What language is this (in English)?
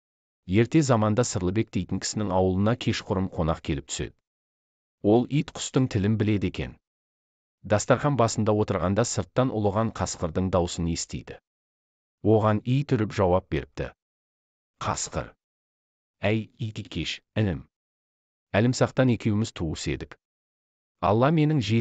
Kazakh